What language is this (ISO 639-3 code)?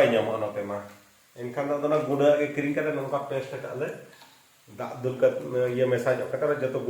sat